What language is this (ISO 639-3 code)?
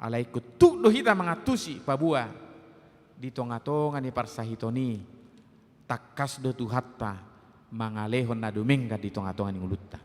bbc